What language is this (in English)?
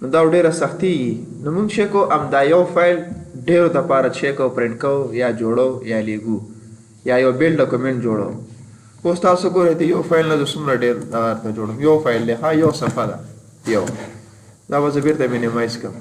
Pashto